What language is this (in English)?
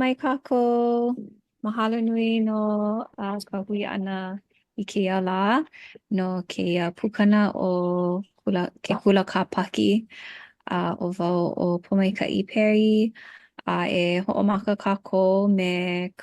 Hawaiian